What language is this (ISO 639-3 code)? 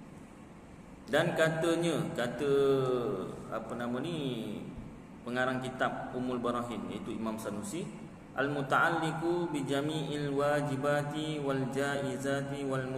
msa